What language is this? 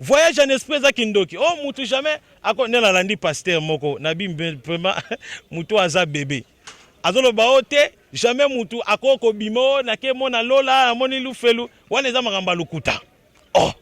Lingala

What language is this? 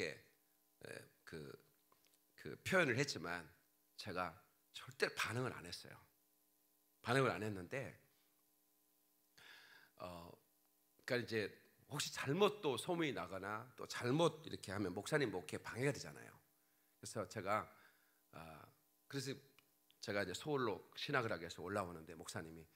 Korean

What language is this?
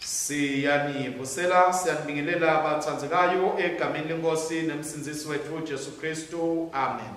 Swati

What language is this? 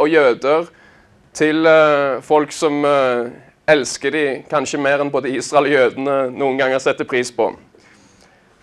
Norwegian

